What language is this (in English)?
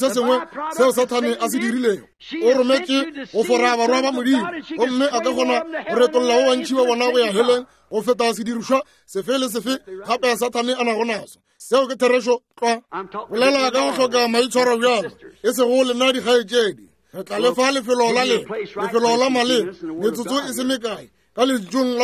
Northern Sotho